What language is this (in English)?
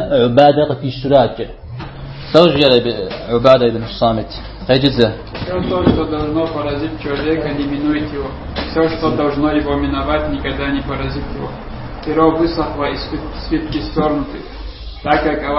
Kabardian